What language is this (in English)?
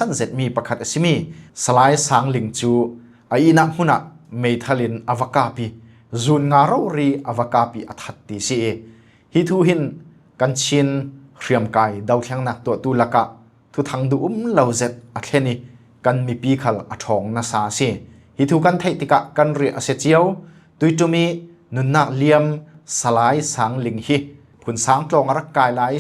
Falam Chin